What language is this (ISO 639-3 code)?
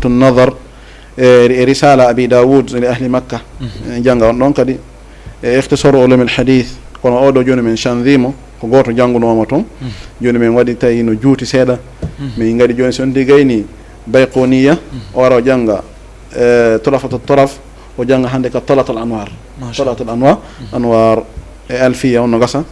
ful